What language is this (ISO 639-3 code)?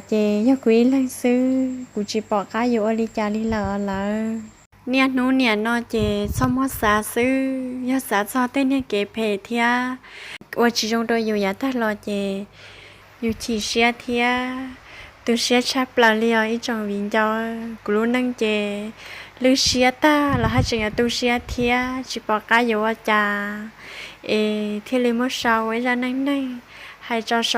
hmn